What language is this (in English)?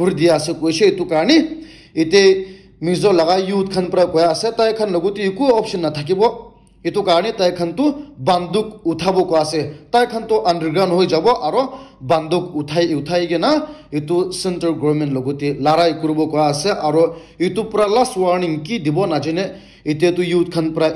Naga Pidgin